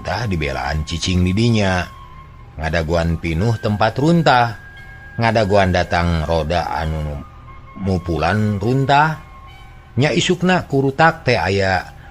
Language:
Sundanese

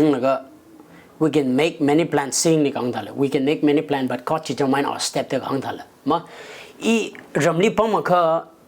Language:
Tangkhul Naga (India)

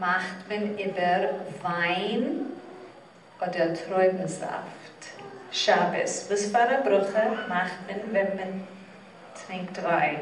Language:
Yiddish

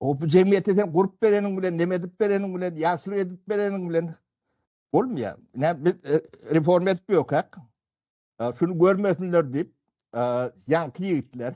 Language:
Turkmen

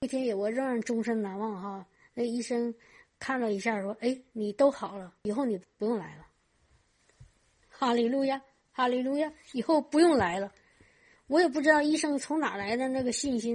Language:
Chinese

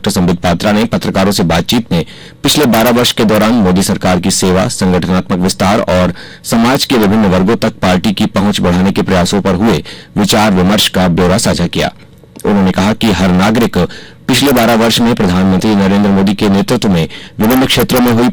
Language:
Hindi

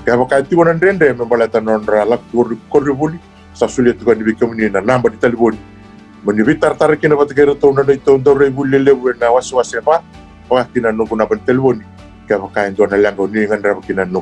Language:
Fijian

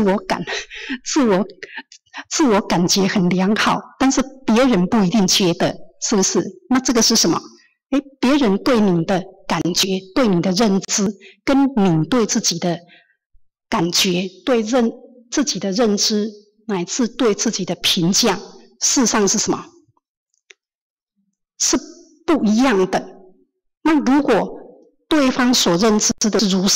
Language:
Chinese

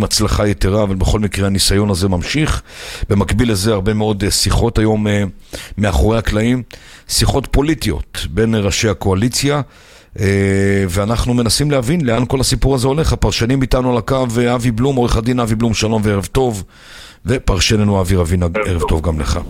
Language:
Hebrew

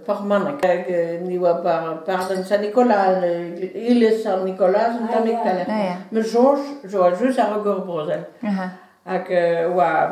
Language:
Breton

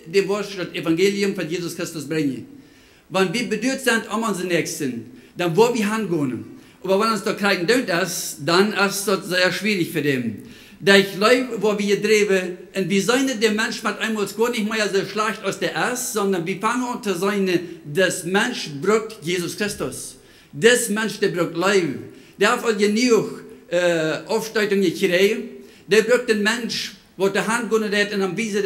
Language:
Plautdietsch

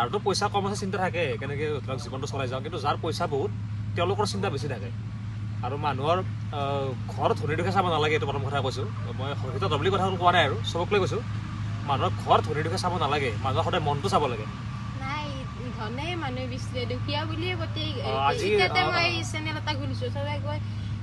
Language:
Assamese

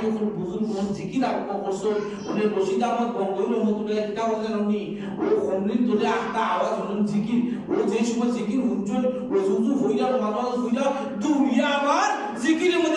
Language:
Sylheti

